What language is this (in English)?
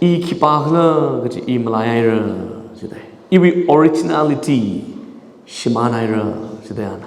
Tangkhul Naga (India)